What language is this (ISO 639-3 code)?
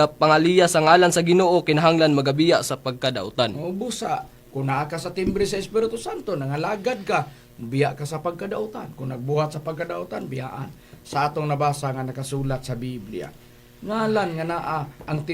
ceb